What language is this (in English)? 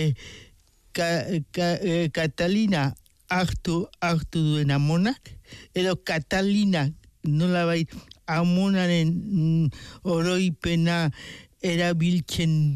Basque